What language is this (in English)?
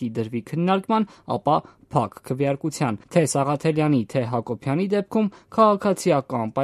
Armenian